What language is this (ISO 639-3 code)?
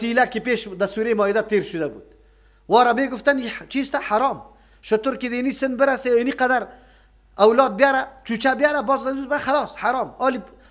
fas